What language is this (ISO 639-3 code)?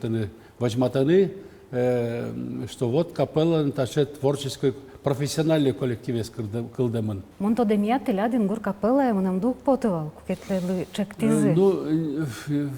udm